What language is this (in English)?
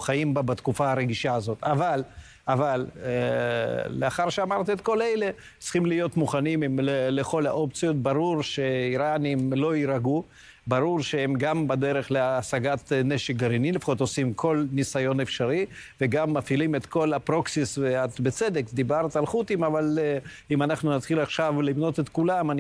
Hebrew